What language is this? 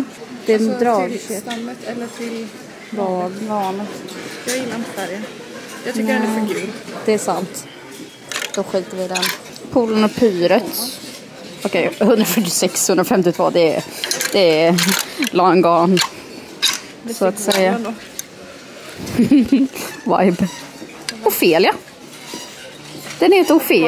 Swedish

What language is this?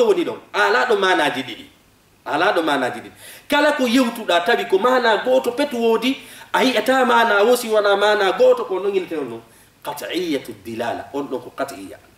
Fula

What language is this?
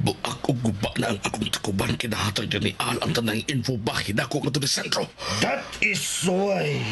Cebuano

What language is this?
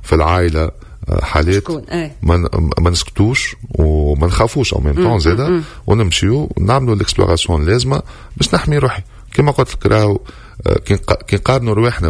Tunisian Arabic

